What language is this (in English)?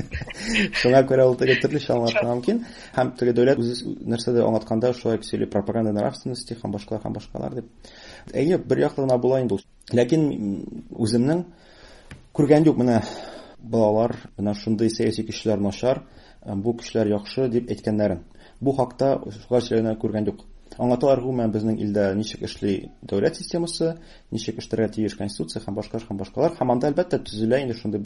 Tatar